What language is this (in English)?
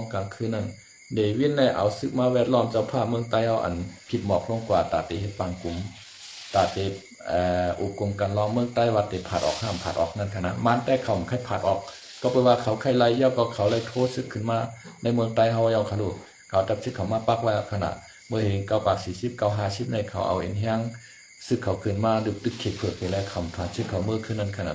Shan